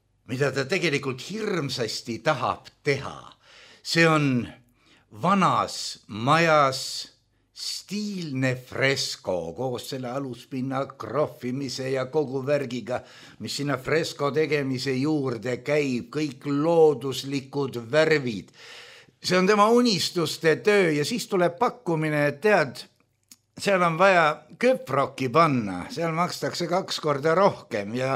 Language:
Estonian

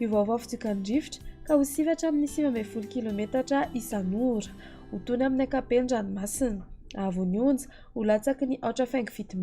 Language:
Malagasy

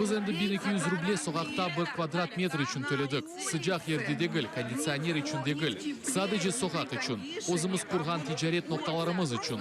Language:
Crimean Tatar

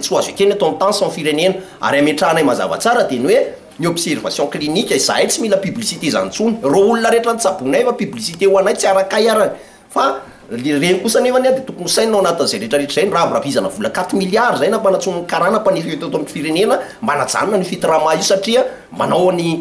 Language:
Malagasy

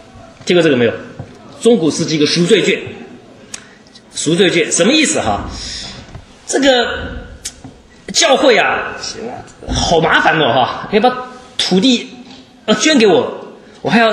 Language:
Chinese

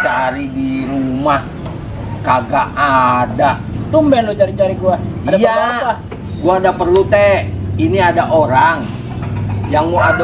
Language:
Betawi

